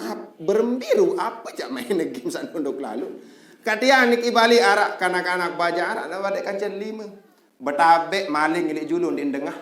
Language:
Sasak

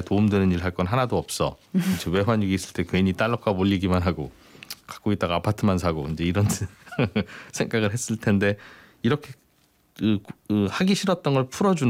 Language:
Korean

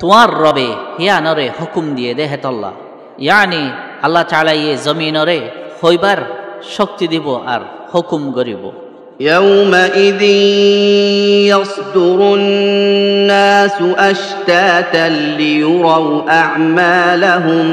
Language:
Rohingya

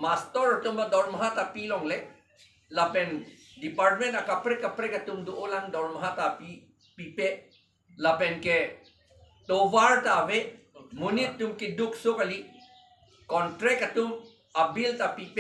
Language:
Karbi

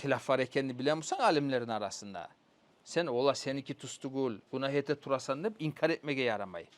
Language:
Kumyk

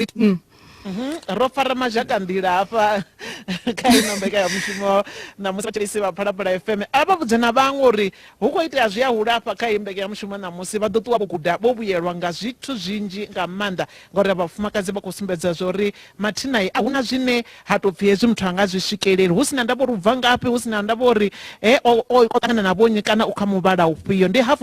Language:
Venda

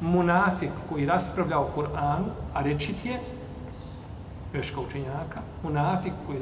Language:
Bosnian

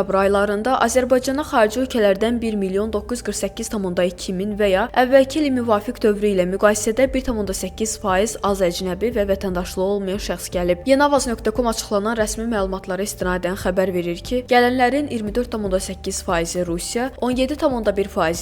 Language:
Azerbaijani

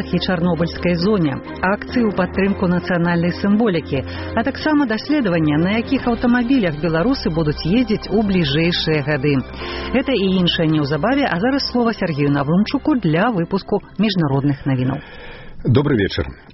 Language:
Belarusian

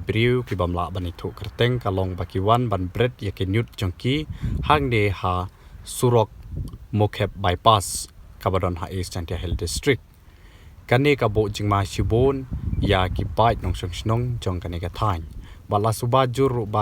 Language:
Khasi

